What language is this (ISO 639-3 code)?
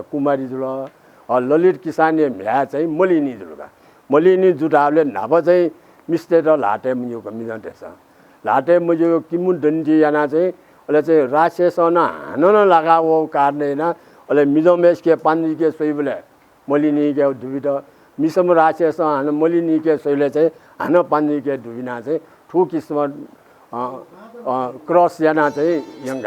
new